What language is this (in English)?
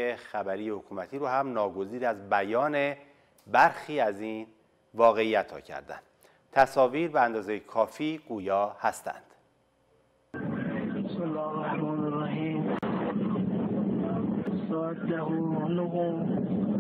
Persian